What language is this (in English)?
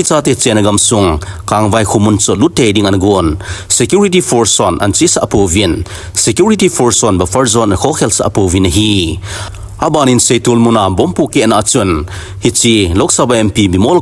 Thado Chin